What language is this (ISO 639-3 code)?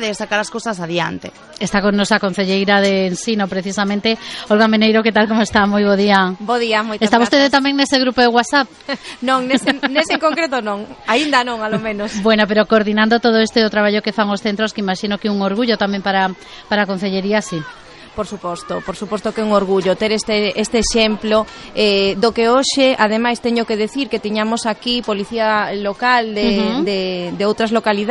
glg